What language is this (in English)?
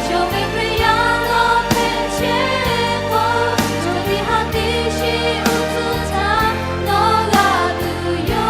Lahu